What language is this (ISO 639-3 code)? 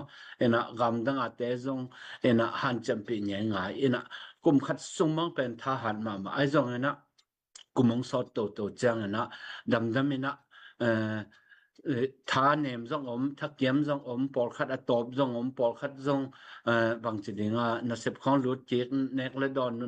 ctd